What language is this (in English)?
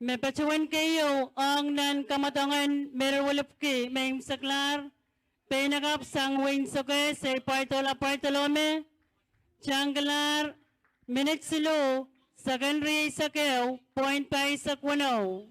Pohnpeian